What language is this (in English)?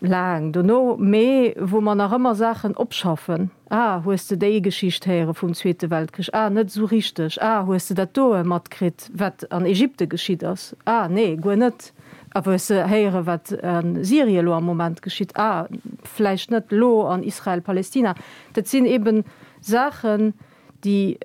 Luxembourgish